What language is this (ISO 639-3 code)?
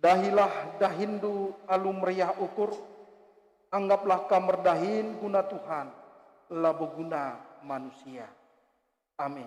btx